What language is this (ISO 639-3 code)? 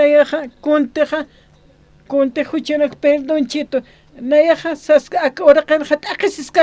aym